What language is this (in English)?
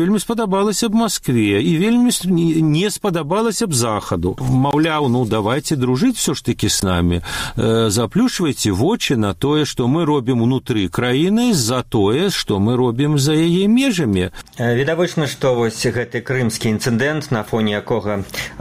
Belarusian